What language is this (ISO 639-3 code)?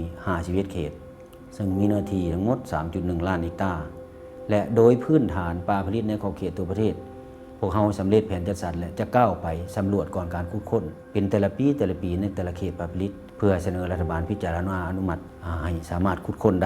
lao